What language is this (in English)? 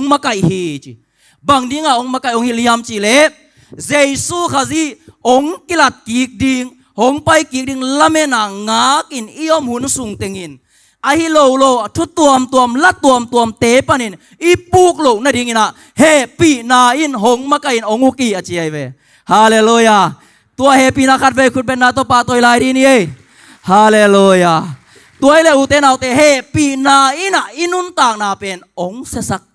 Tedim Chin